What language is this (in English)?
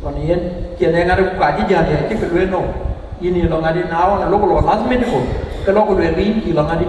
Dinka